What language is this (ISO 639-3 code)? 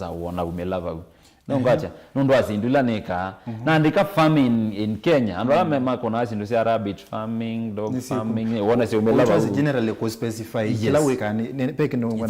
kam